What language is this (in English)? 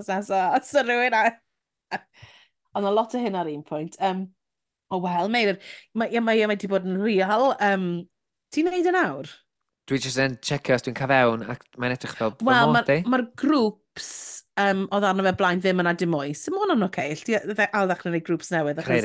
Welsh